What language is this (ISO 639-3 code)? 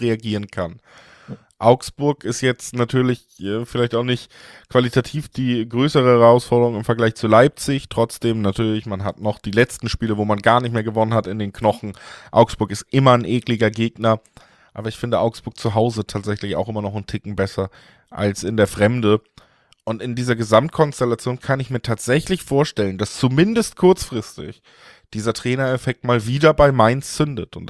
deu